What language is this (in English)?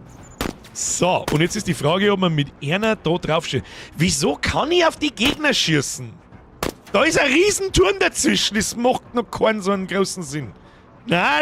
Bavarian